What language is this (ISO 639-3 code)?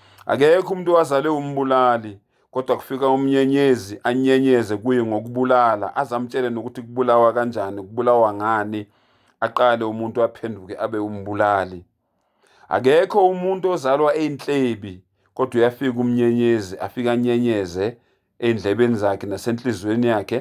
zul